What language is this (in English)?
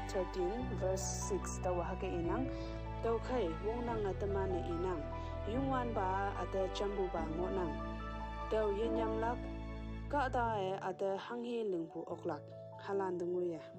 Konyak Naga